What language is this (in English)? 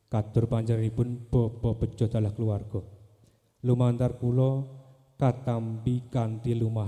Javanese